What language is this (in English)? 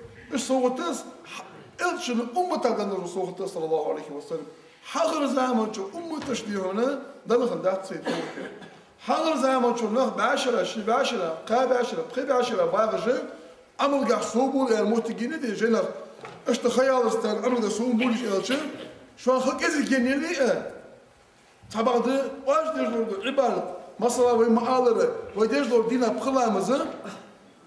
Ingush